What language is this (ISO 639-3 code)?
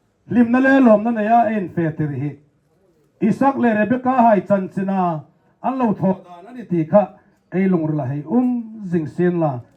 hmr